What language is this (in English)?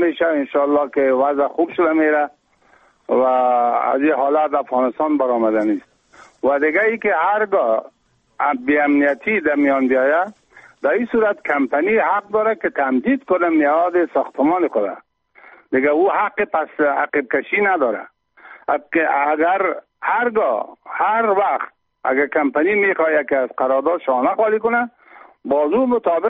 Persian